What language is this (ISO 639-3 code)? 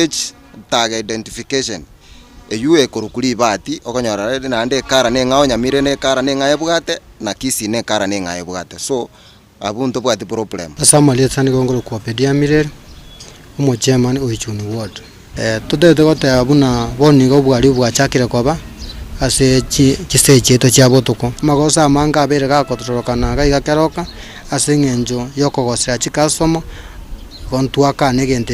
guz